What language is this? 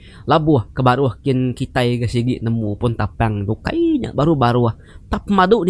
Iban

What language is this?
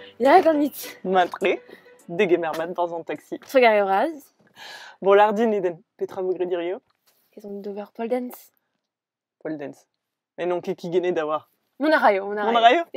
Breton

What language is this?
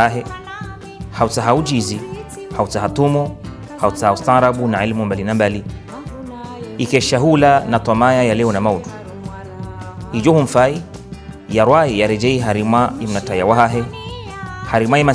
Swahili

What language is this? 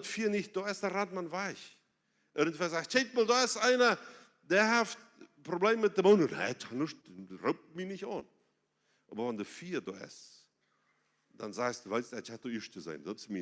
Plautdietsch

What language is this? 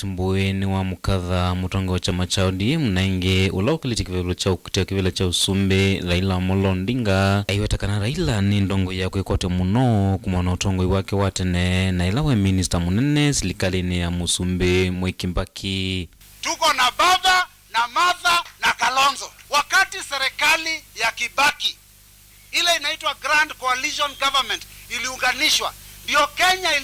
Kamba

